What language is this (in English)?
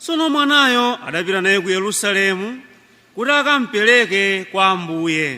Nyanja